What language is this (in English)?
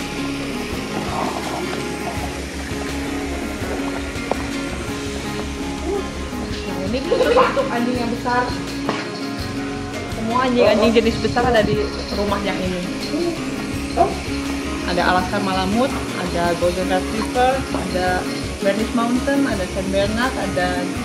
Indonesian